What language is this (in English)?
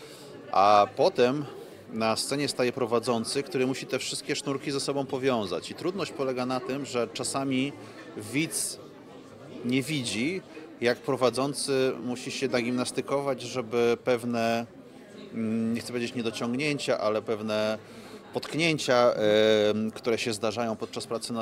Polish